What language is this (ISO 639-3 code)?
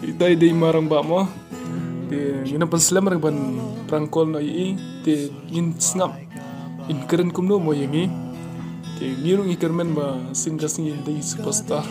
kha